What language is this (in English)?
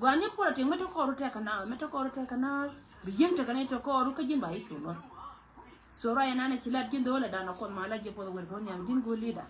Nuer